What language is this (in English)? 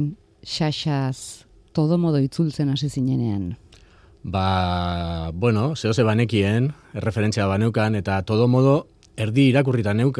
Basque